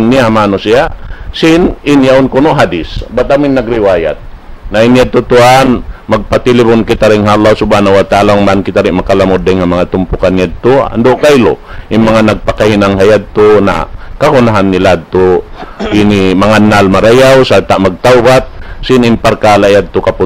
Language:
Tausug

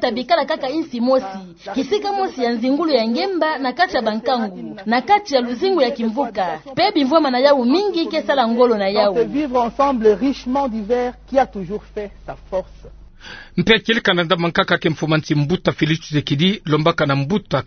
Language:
Kituba (Democratic Republic of Congo)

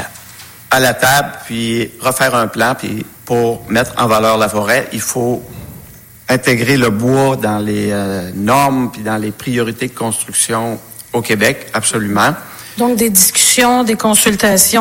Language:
French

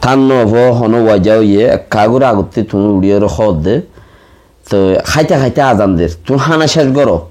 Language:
Rohingya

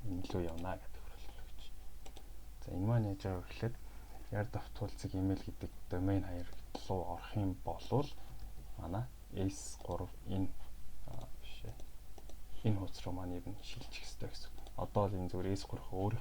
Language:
Mongolian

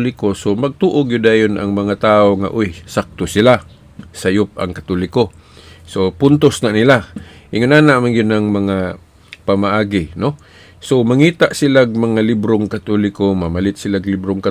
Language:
Cebuano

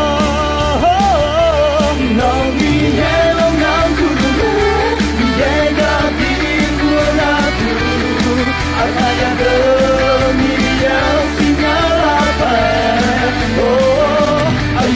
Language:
Akha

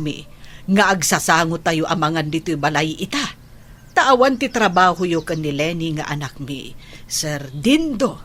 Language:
Iloko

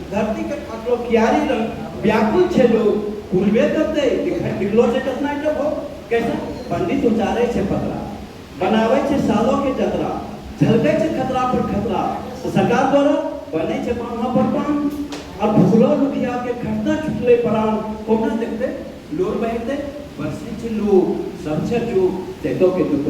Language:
Angika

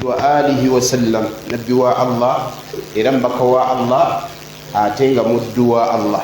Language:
Ganda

